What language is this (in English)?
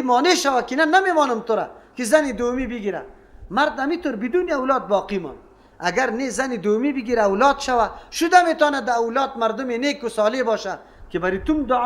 Persian